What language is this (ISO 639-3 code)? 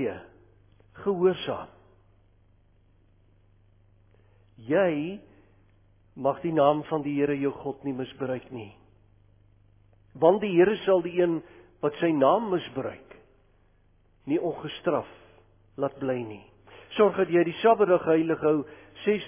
afr